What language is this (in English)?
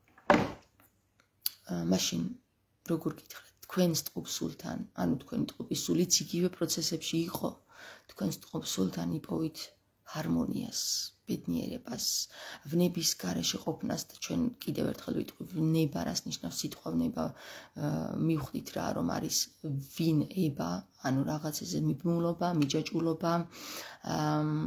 Georgian